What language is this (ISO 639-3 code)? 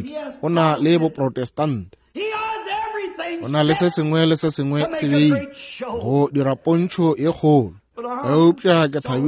nso